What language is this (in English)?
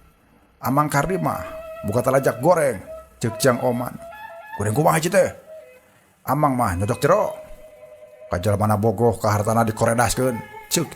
Sundanese